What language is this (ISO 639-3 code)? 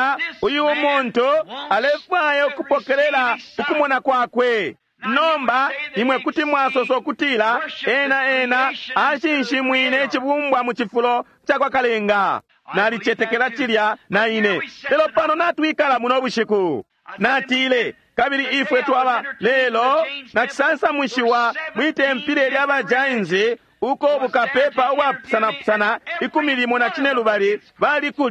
bem